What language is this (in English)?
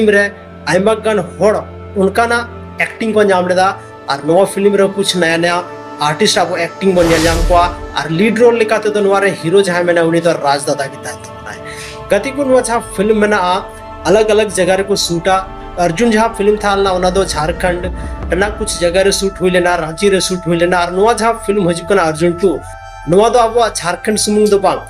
Santali